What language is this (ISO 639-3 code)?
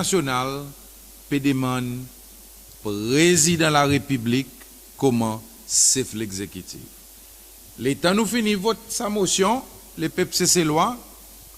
crs